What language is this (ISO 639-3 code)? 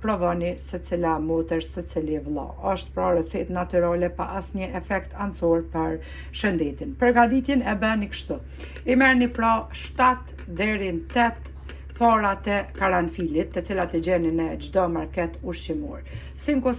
sqi